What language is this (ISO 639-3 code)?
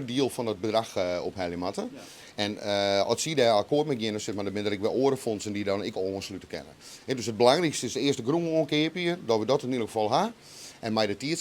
fry